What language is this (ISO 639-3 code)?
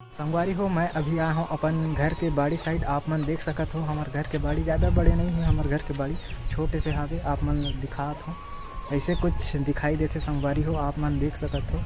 hne